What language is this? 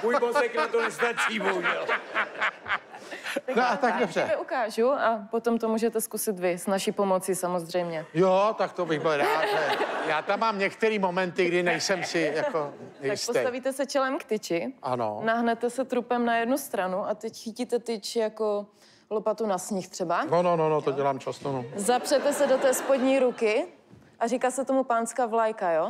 Czech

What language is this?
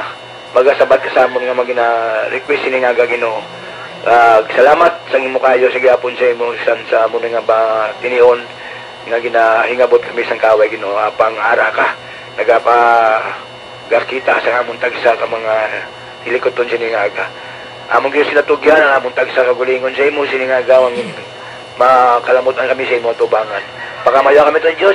Hiligaynon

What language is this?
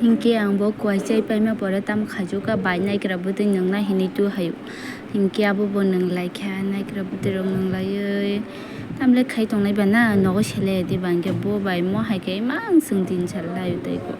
Kok Borok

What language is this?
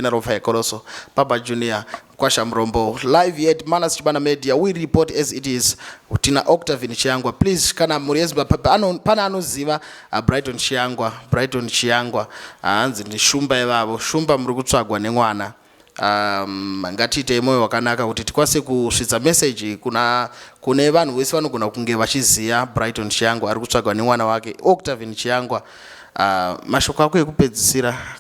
Shona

